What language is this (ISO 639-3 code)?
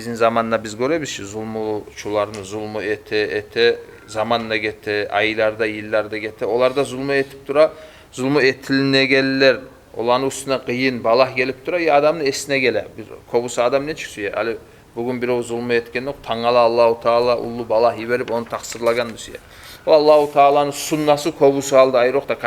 kum